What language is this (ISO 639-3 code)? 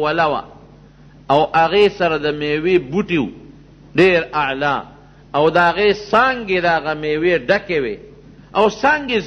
pus